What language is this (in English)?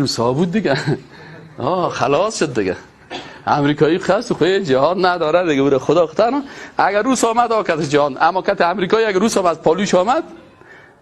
Persian